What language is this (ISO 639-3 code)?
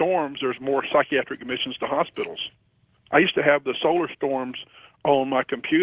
eng